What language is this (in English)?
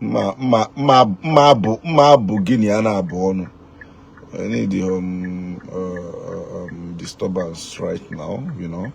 Igbo